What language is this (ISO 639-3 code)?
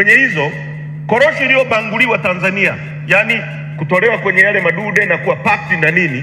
swa